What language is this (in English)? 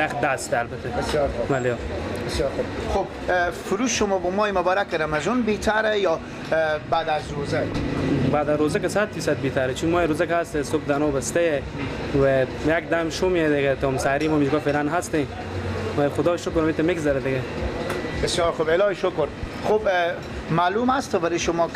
Persian